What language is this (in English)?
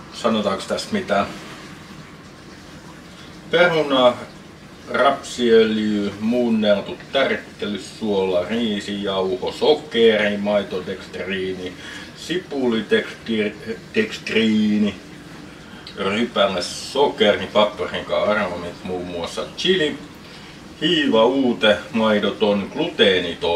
Finnish